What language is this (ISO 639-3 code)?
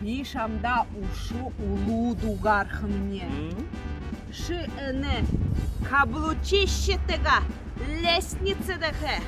bua